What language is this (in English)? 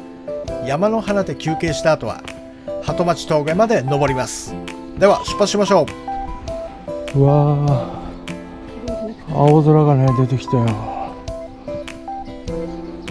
Japanese